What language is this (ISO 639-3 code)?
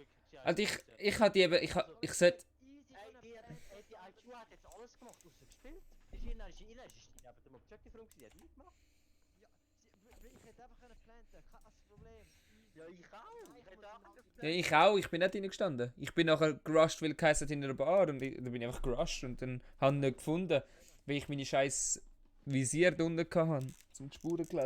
gsw